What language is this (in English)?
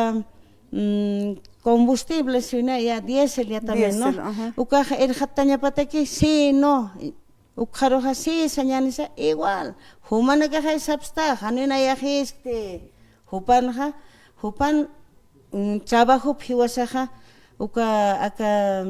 Aymara